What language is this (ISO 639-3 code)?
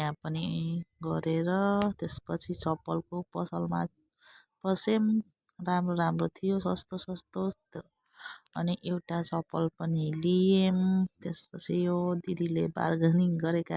nep